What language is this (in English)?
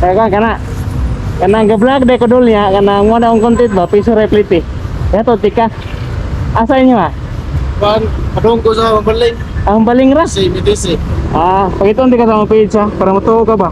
Cebuano